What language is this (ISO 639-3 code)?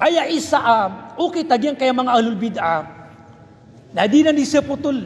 mrw